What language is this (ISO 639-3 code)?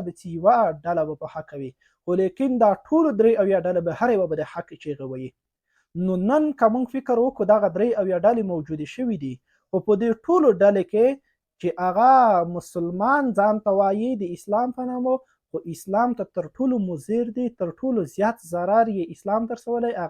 pus